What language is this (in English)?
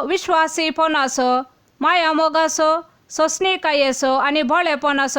Konkani